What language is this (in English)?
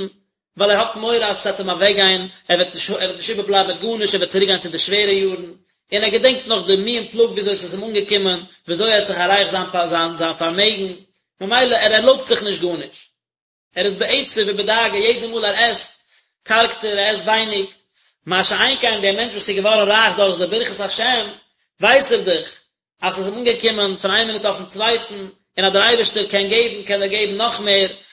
Yiddish